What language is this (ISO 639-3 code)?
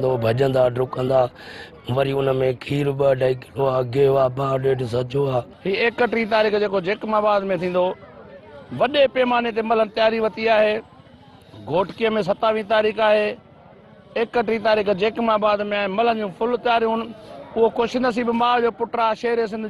snd